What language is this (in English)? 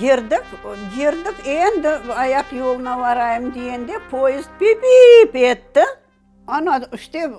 Crimean Tatar